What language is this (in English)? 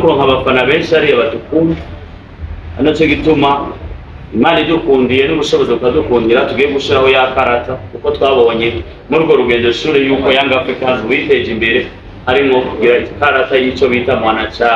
Rundi